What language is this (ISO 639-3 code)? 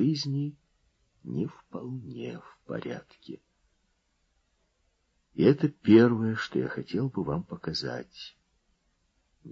rus